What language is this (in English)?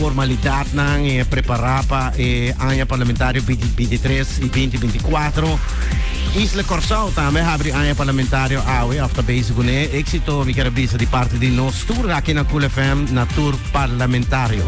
Papiamento